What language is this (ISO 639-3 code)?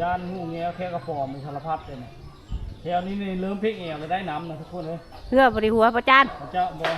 lao